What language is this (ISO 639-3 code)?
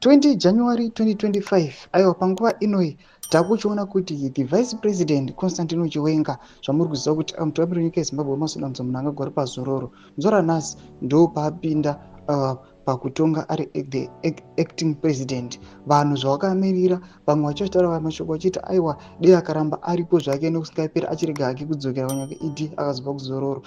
sna